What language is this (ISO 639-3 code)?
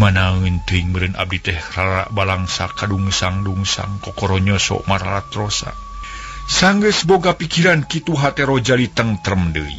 sun